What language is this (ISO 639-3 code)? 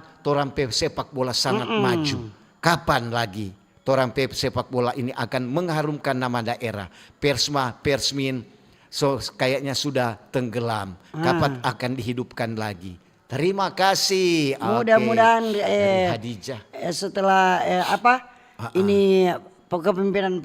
xmm